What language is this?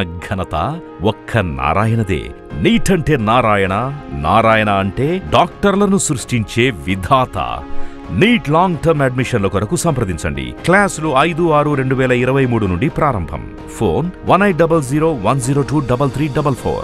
Telugu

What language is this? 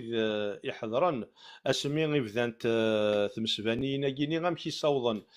Kabyle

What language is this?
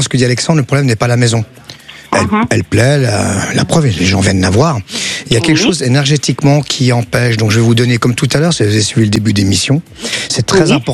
French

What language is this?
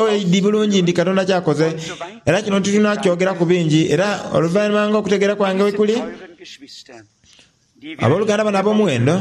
Soga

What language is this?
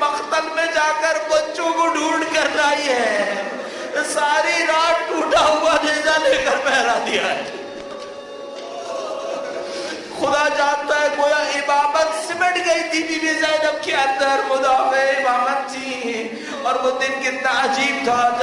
Urdu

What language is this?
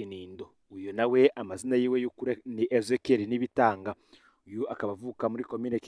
Rundi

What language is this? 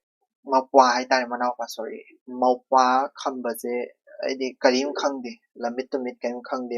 Manipuri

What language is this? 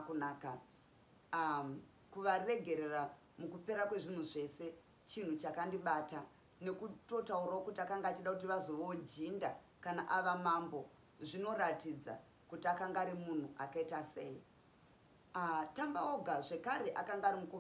Shona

